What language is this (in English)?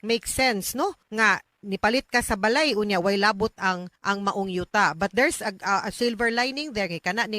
Cebuano